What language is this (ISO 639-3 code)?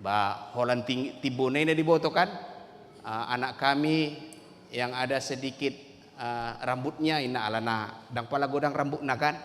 bbc